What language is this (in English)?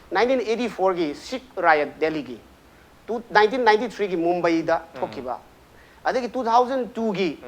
Manipuri